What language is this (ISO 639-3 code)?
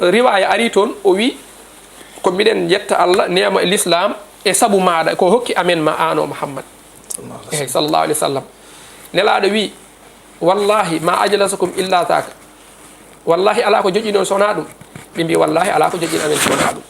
ful